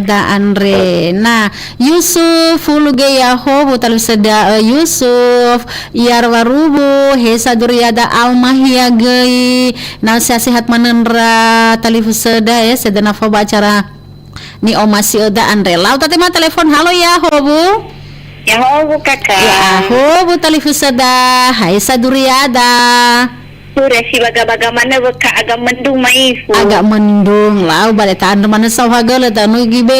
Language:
Nias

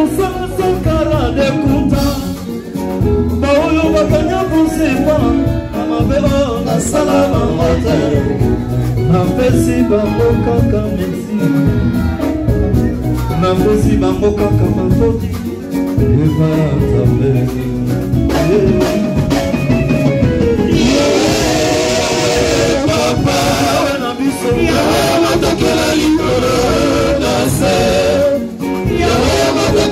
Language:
Lingala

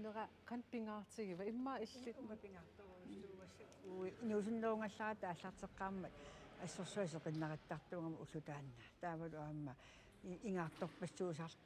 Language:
Kalaallisut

